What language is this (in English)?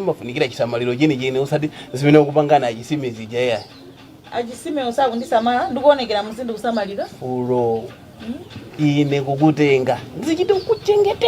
Nyanja